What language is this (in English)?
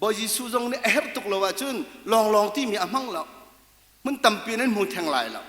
Hakha Chin